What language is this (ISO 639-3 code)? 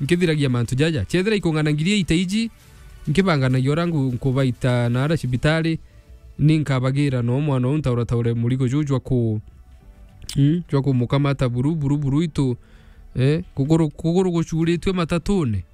mer